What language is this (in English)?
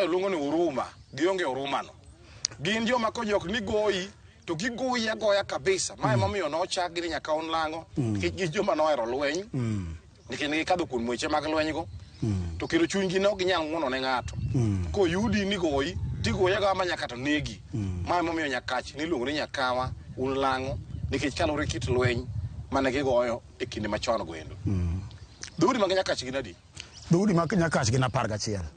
Luo (Kenya and Tanzania)